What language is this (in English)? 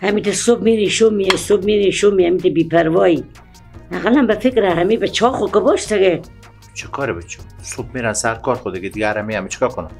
Persian